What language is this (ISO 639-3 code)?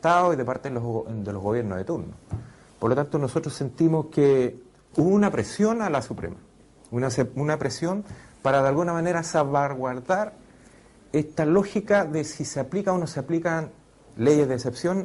spa